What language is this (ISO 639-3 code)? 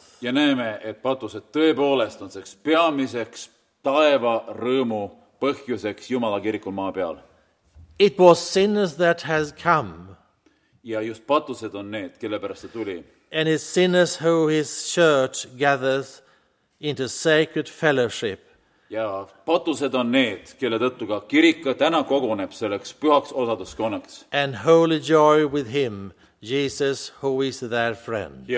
est